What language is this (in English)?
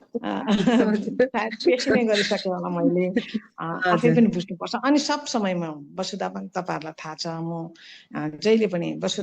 Nepali